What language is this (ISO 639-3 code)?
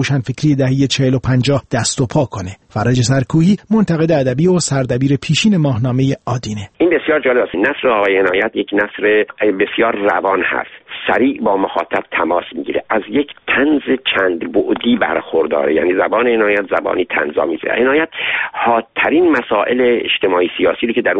fas